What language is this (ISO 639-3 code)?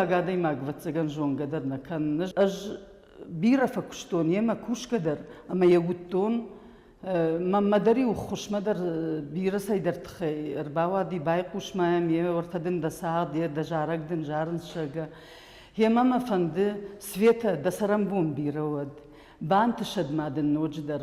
oss